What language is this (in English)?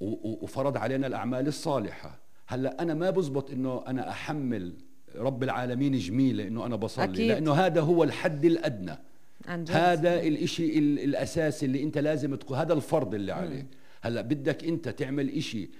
North Levantine Arabic